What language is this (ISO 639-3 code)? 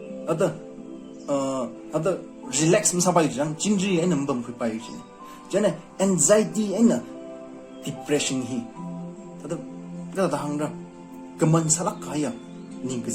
nmf